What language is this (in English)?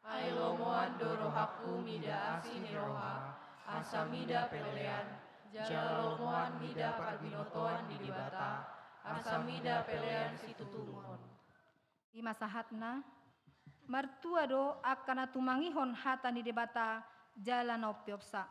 Batak Toba